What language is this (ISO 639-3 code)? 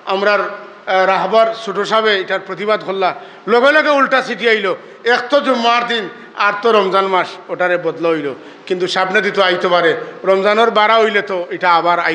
syl